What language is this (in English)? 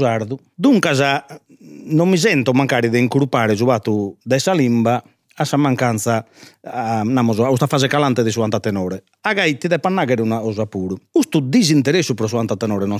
Sardinian